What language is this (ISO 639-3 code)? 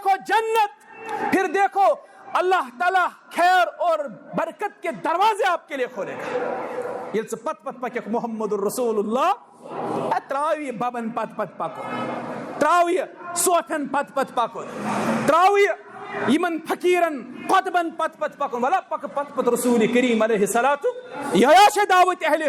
kas